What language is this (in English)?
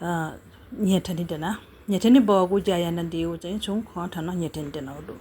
Newari